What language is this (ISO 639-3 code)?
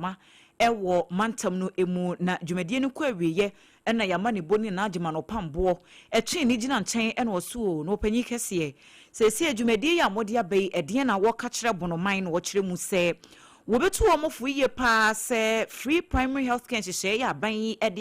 aka